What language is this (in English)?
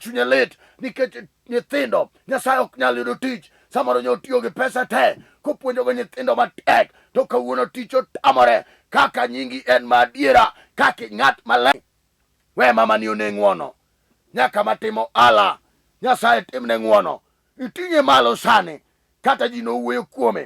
Luo (Kenya and Tanzania)